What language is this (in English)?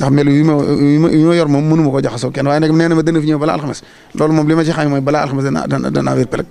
Wolof